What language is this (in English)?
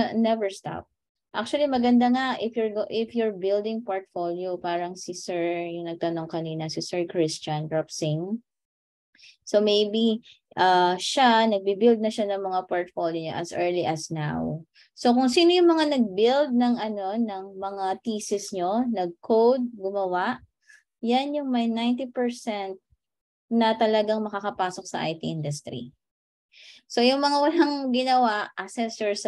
Filipino